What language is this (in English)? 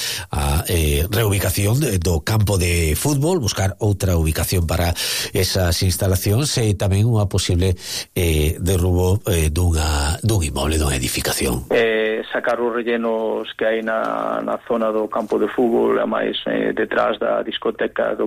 Galician